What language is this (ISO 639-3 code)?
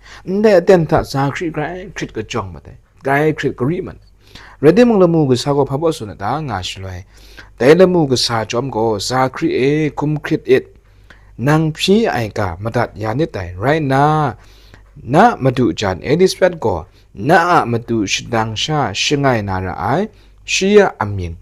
kac